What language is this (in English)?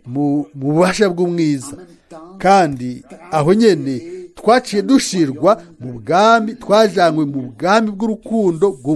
Rundi